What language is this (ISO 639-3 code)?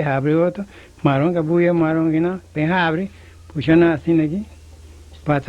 pap